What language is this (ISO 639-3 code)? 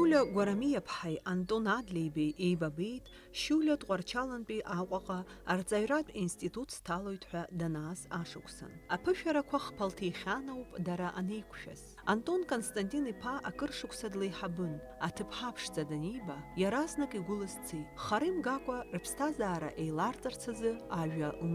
abk